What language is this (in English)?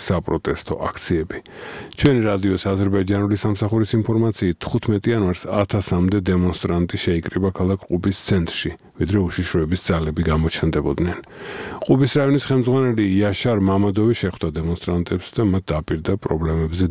Georgian